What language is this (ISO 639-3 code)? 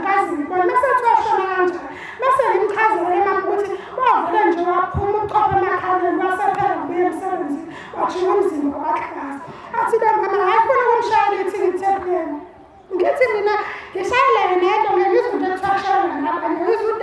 zul